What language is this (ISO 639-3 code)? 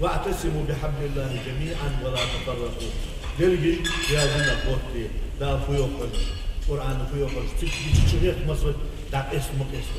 inh